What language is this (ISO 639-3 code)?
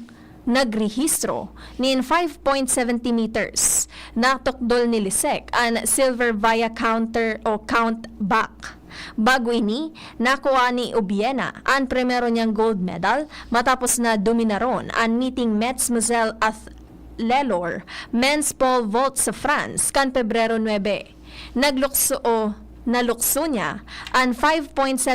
bik